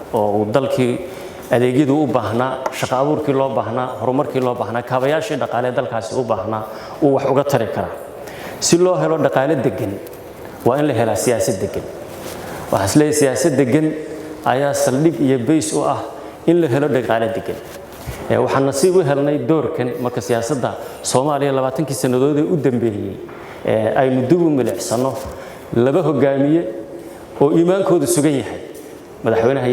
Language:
Somali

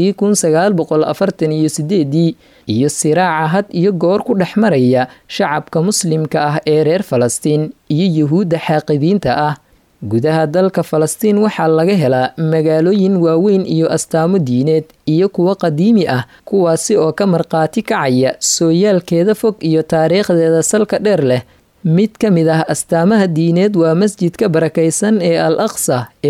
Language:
Somali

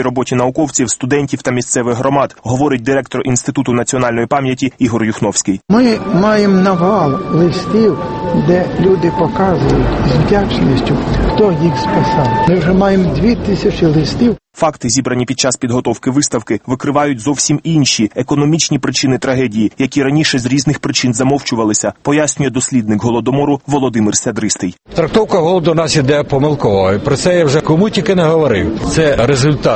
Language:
Ukrainian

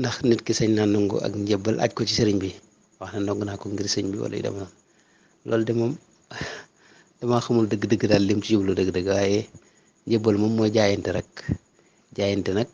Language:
Wolof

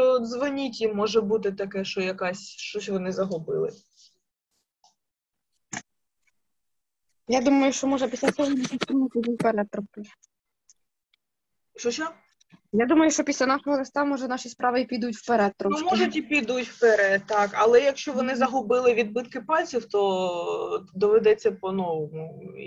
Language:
Ukrainian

